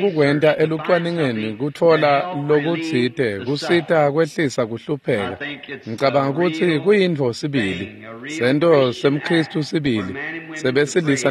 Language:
Swati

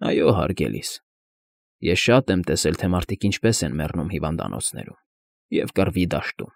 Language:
Armenian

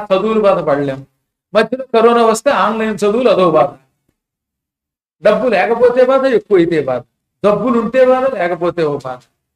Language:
Telugu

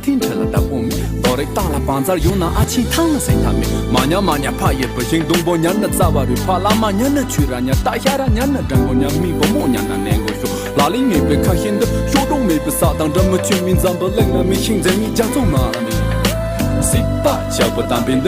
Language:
Tibetan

